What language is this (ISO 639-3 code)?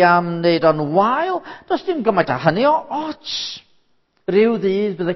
cym